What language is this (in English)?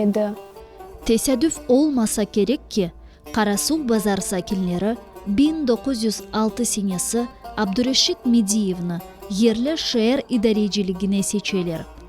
Crimean Tatar